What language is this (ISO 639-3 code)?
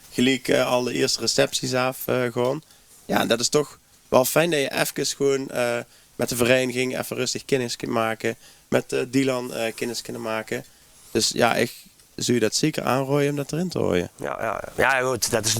lim